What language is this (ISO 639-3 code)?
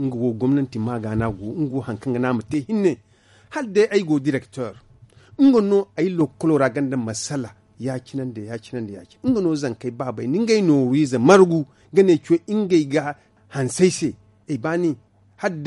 dje